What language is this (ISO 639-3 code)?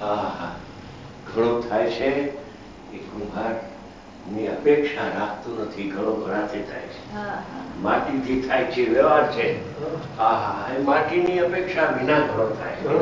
guj